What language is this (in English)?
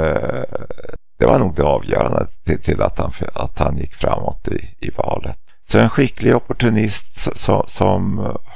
Swedish